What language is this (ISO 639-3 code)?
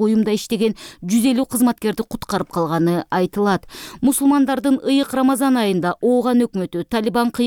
kir